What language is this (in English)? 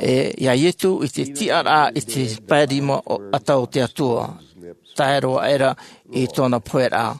Tahitian